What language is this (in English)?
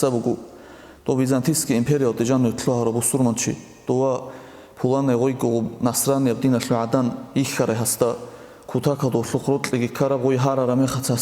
Avaric